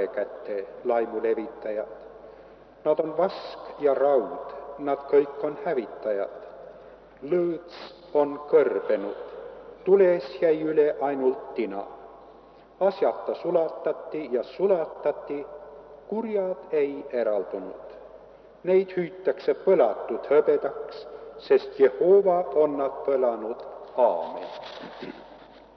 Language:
Estonian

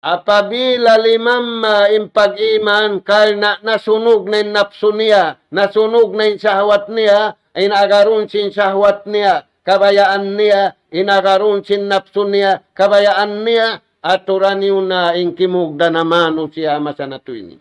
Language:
Tausug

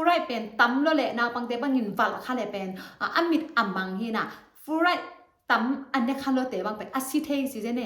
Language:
Tedim Chin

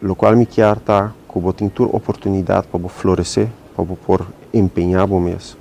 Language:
Papiamento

